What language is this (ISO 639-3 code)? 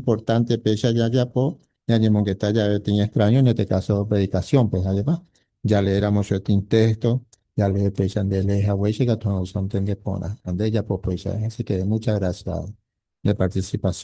grn